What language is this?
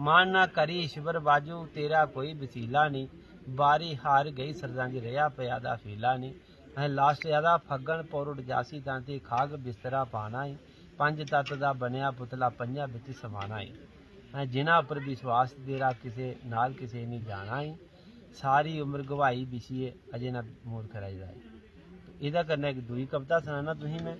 Dogri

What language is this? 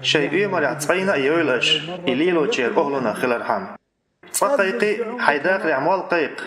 Chechen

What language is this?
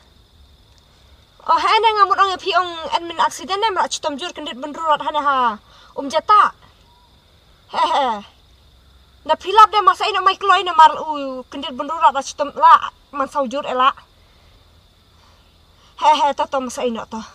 Khasi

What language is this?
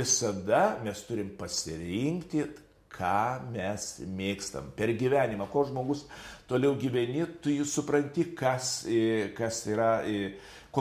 Lithuanian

